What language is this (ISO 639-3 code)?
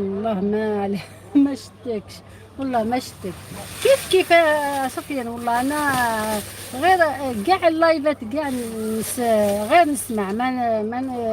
arq